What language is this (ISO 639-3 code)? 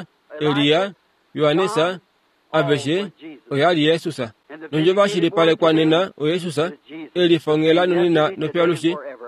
kua